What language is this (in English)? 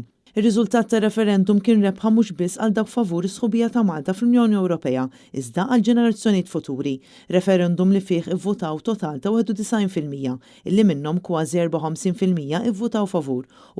Maltese